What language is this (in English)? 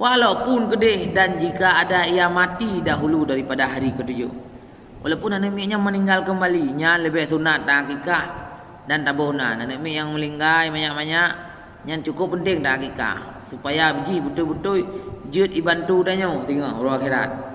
Achinese